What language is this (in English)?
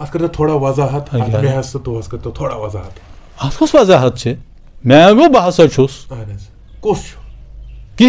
Kashmiri